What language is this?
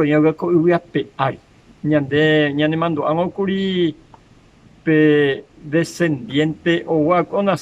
Guarani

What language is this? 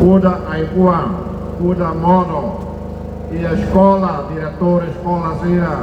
Tetum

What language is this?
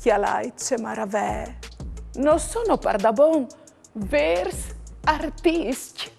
Friulian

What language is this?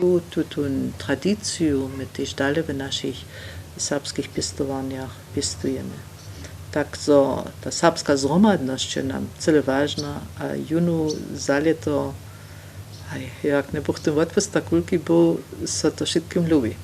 Upper Sorbian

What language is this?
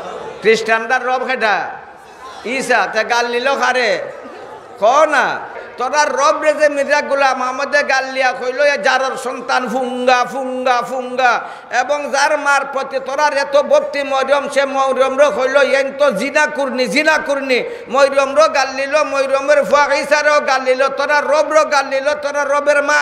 Sylheti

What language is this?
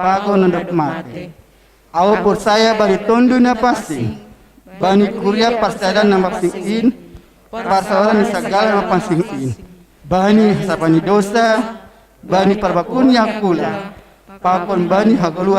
Batak Simalungun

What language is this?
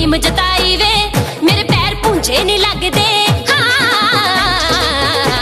Punjabi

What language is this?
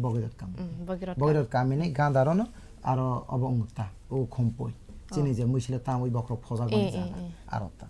Kok Borok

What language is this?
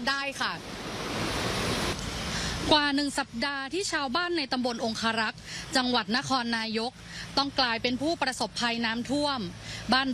Thai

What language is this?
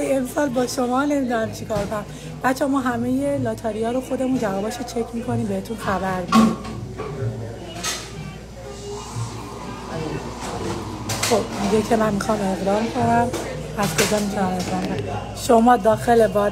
Persian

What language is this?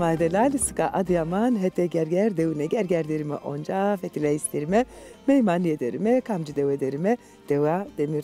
Zaza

